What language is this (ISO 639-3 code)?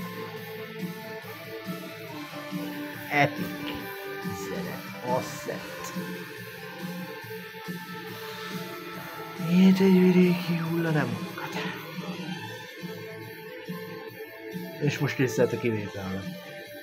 hun